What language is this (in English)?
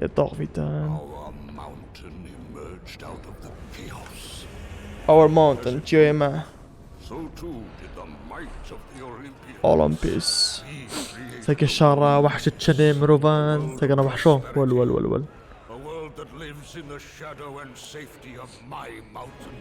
Kurdish